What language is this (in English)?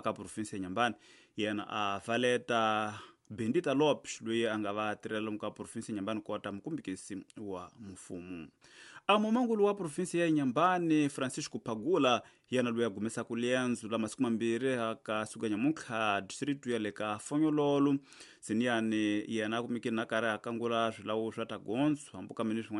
Tsonga